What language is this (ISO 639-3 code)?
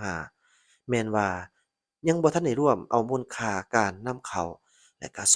lao